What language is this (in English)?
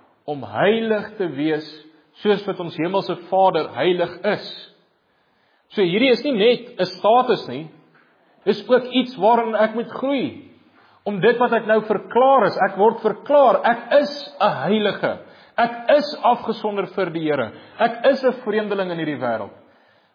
Afrikaans